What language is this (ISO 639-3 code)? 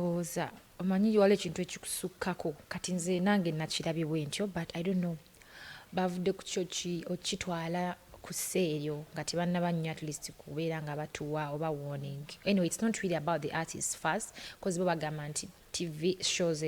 lug